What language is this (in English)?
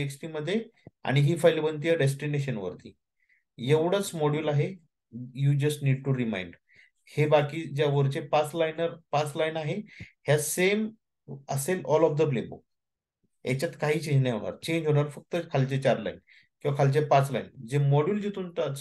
Marathi